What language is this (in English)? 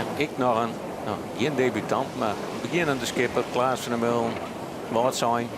Western Frisian